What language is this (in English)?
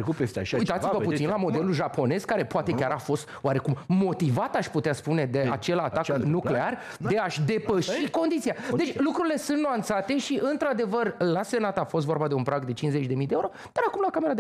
Romanian